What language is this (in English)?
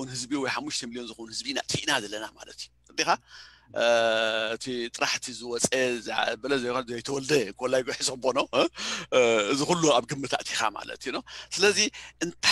Tigrinya